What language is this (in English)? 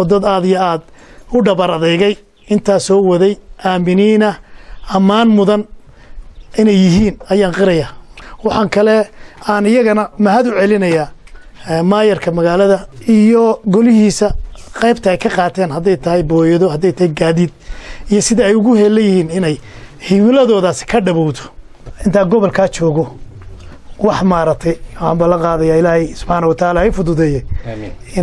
Somali